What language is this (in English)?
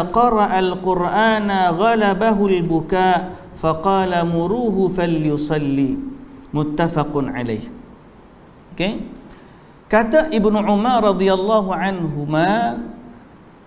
Malay